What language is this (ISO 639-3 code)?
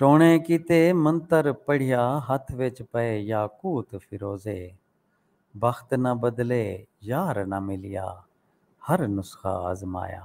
skr